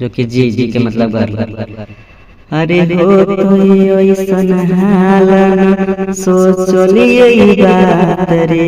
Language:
Magahi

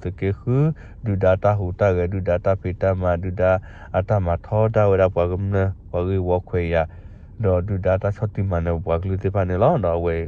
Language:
S'gaw Karen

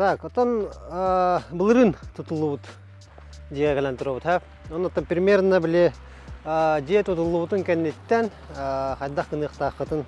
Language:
Yakut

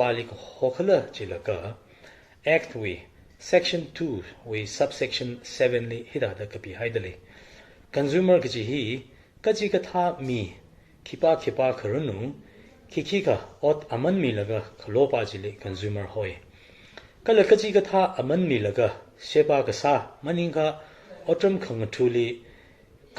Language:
Tangkhul Naga (India)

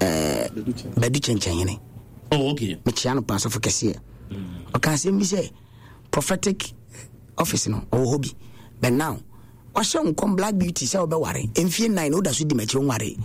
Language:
Akan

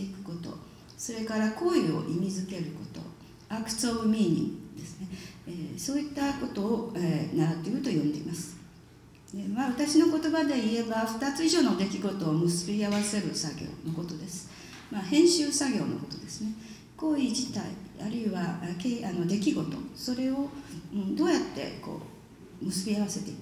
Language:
Japanese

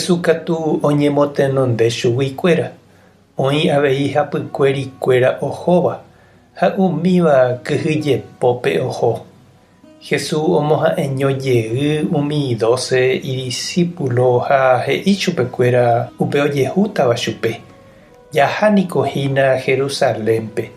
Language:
Guarani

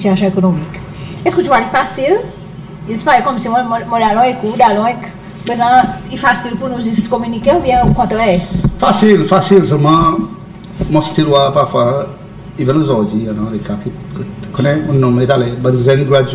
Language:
Seselwa Creole French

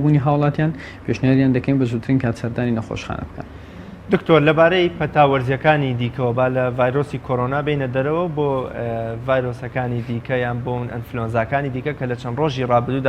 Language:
Central Kurdish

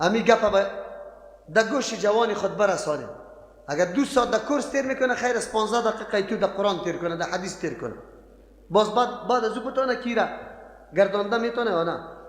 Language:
Persian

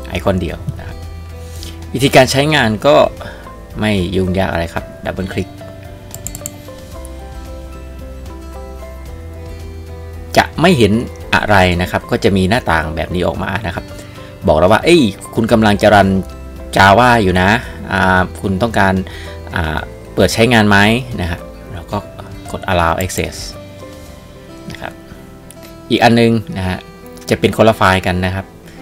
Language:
Thai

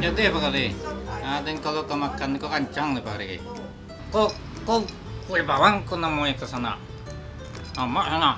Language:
Minangkabau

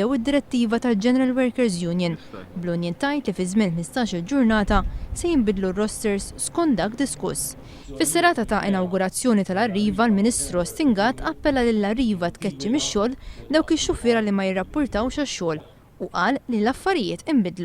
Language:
Maltese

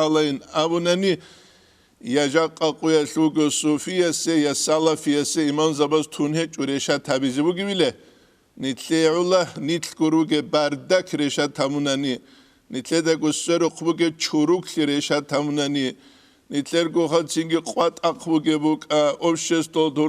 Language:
Avaric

